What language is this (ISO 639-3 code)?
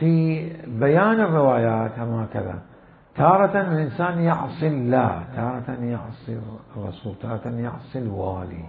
acm